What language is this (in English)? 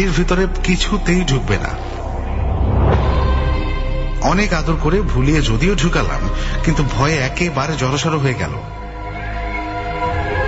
Bangla